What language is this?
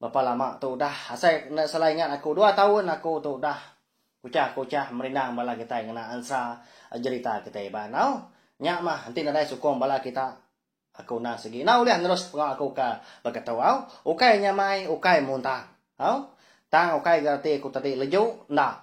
Iban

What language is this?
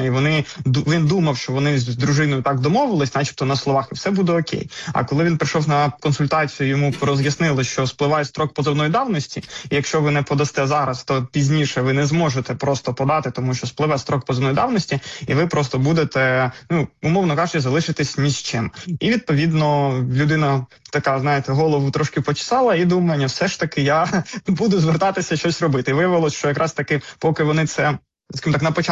Ukrainian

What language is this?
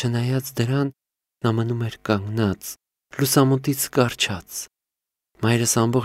Armenian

